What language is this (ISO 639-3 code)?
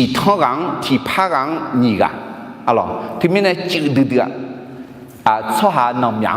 ahk